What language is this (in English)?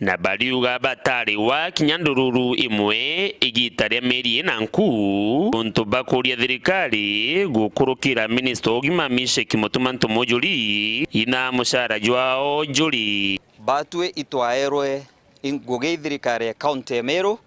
Meru